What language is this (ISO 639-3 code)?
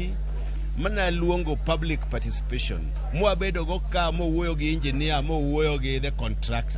luo